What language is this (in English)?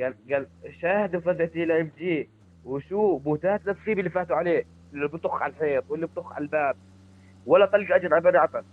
North Levantine Arabic